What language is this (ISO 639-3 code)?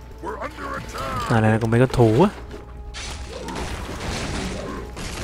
vie